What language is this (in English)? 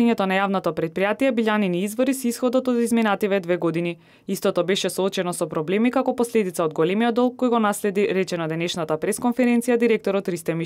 Macedonian